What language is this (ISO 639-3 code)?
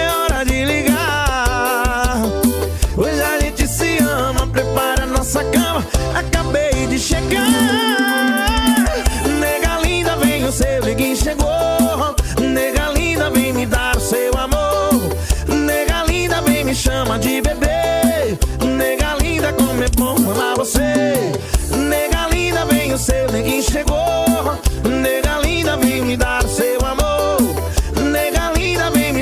por